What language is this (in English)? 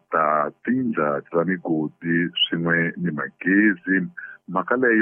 Tsonga